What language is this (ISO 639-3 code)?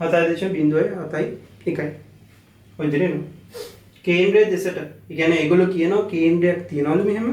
sin